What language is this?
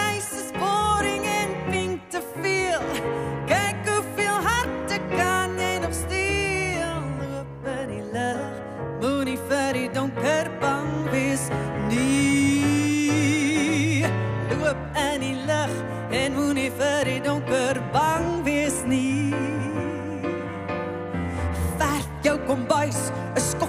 Afrikaans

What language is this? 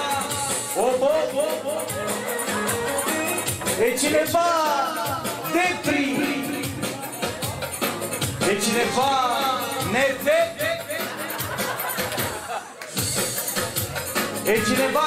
Romanian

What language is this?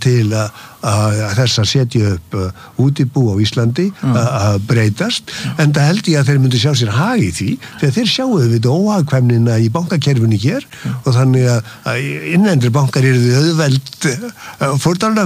Icelandic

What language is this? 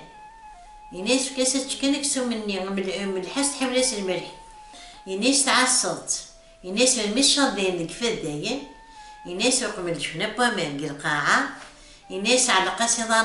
Kabyle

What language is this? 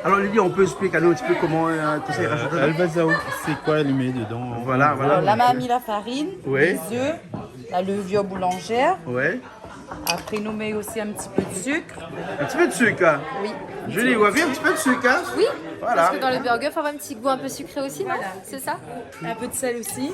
Réunion Creole French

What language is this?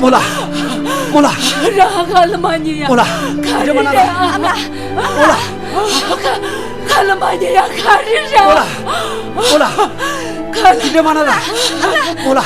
Tibetan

